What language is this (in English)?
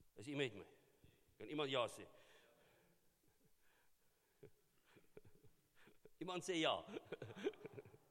Afrikaans